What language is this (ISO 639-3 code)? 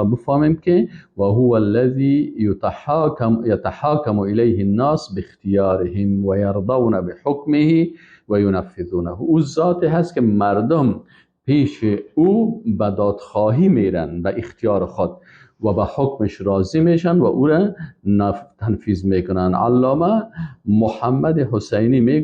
fas